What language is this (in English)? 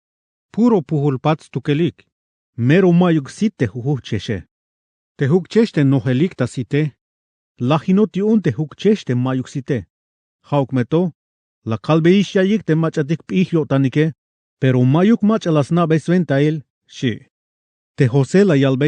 Tzeltal